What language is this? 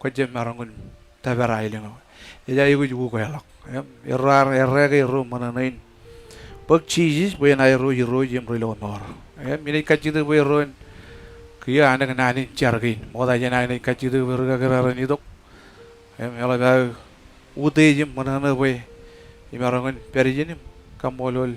Marshallese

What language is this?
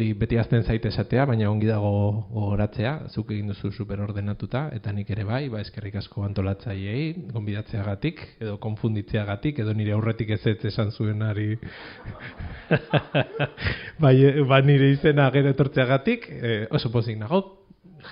Basque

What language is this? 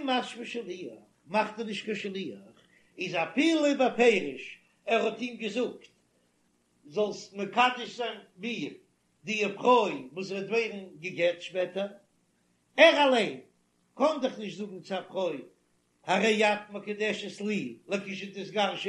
Yiddish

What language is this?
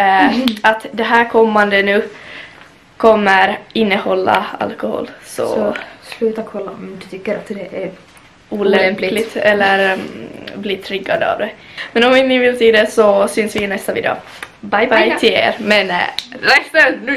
Swedish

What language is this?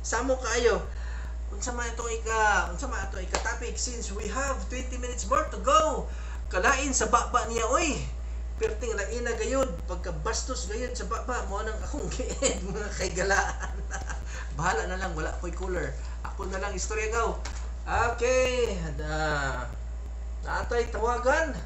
Cebuano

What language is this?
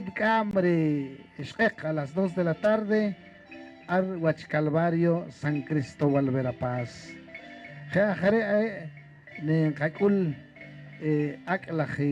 Poqomchi'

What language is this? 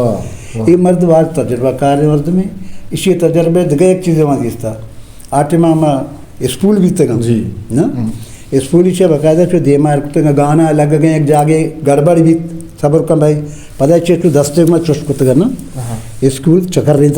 Eastern Balochi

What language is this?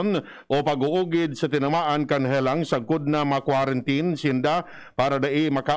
Bikol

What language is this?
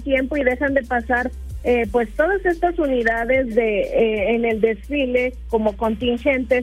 Spanish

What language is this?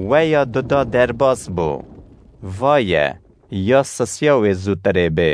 Kurdish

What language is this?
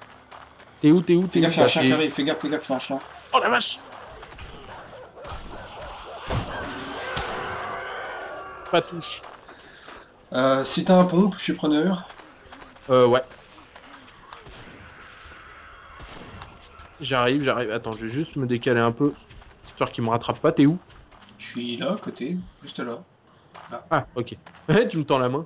French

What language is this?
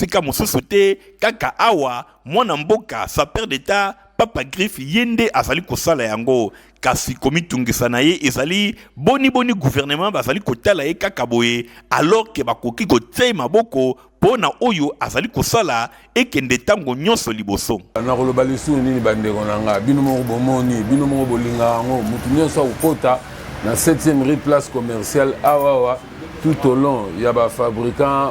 Lingala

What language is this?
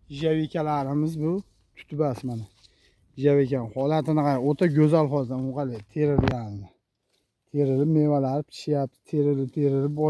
Uzbek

